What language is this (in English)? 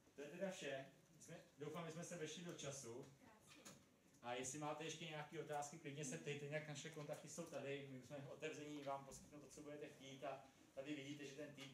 Czech